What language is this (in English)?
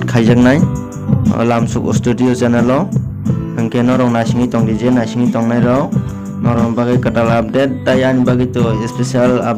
Kok Borok